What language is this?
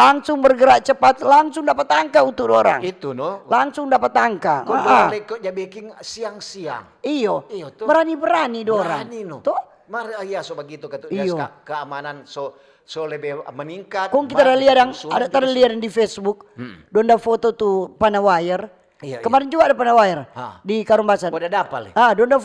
Manado Malay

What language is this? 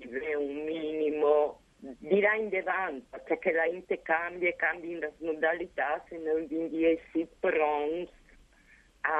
Friulian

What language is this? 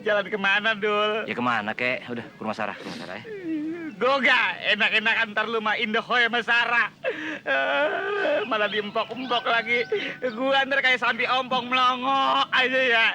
Betawi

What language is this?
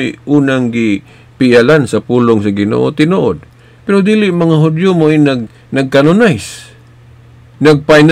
Cebuano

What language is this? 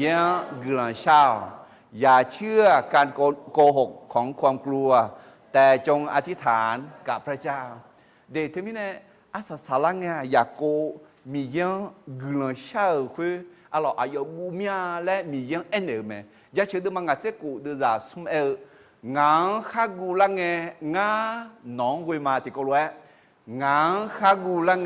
Akha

